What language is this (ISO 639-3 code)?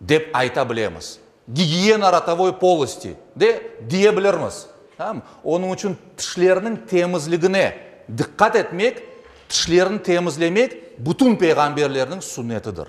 crh